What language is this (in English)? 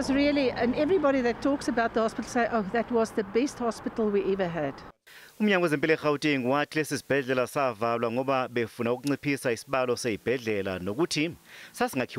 Zulu